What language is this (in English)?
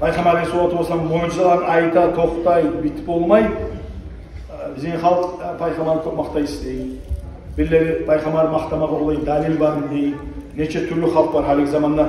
Kumyk